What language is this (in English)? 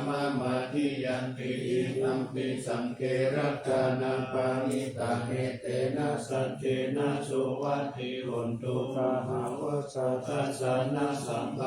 Pali